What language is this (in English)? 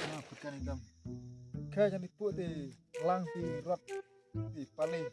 Khasi